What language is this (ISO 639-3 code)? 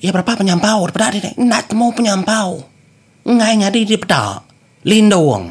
iba